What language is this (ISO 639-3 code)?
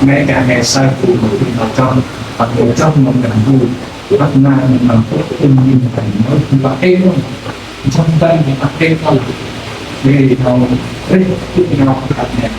cmo